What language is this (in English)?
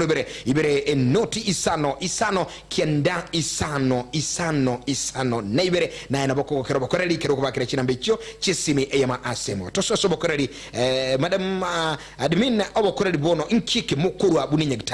Gusii